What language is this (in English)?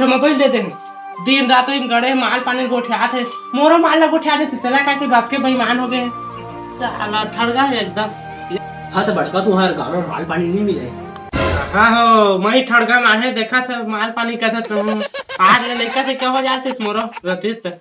Chhattisgarhi